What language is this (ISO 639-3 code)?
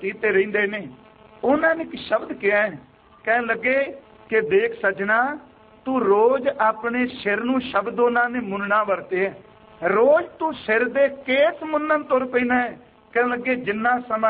pan